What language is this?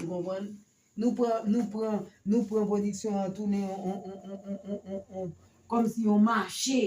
Haitian Creole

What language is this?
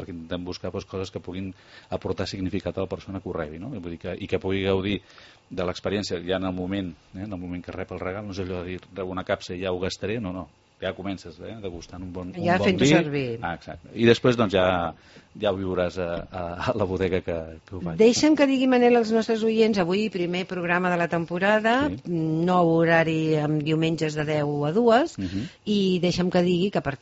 Catalan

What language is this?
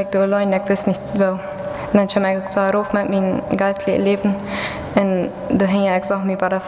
Plautdietsch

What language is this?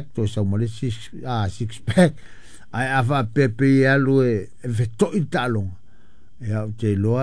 Samoan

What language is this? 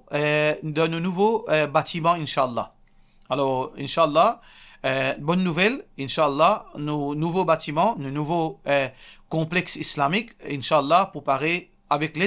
Morisyen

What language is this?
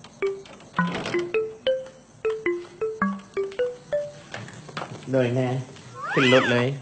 Lao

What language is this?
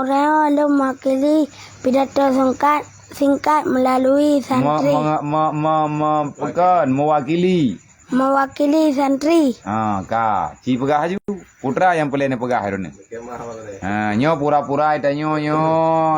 Achinese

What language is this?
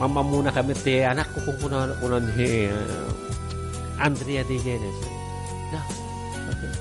Iloko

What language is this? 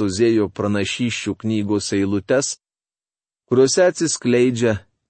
Lithuanian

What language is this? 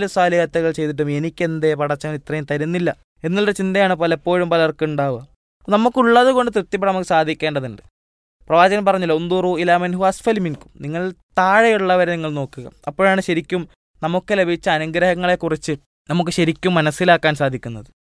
Malayalam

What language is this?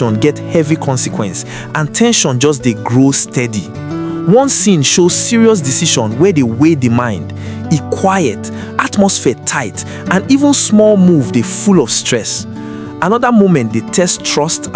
Nigerian Pidgin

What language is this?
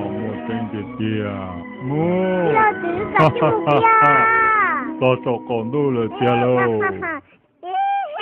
Vietnamese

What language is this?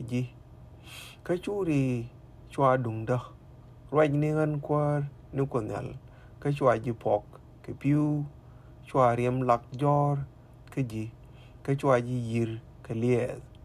Nuer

